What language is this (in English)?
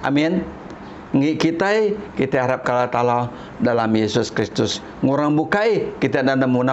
Iban